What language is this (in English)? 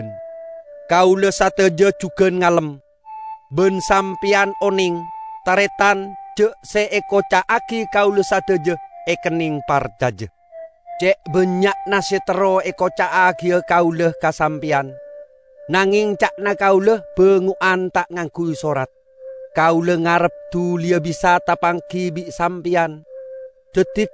Madurese